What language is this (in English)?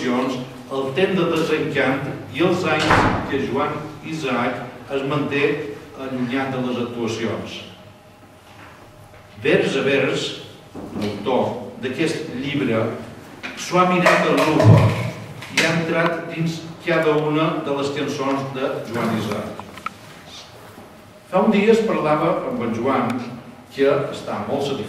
Catalan